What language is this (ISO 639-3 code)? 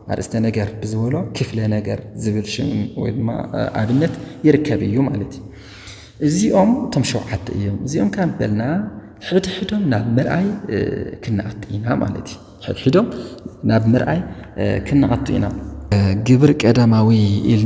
tir